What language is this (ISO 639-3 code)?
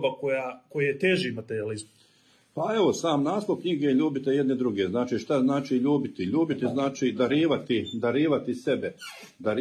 hrv